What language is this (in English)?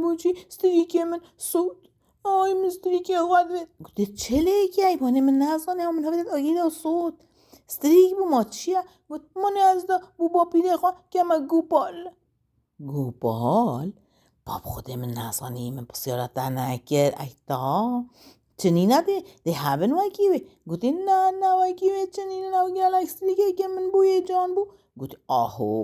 Kurdish